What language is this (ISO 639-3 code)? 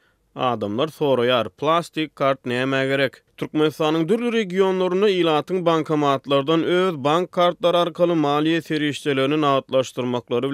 tuk